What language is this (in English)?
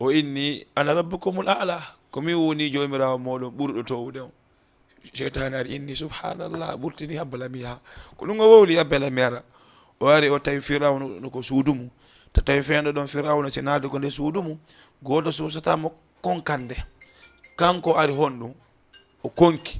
Fula